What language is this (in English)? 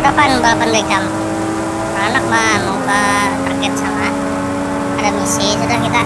Banjar